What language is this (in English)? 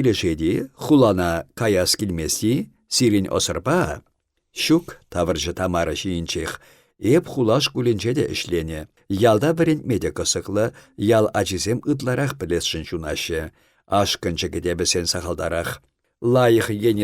Chuvash